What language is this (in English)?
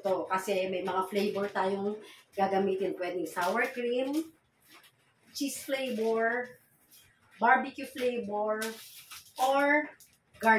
Filipino